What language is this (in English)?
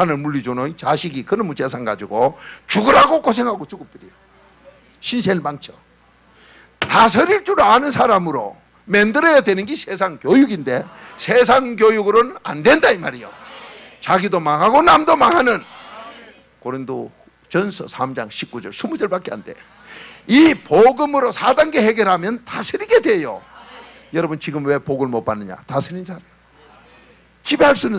Korean